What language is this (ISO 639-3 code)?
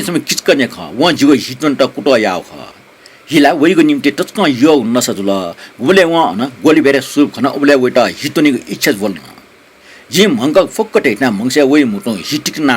new